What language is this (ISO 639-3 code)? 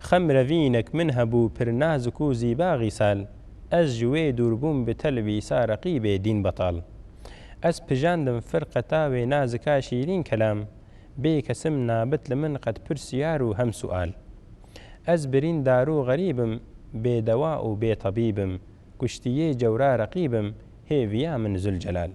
kur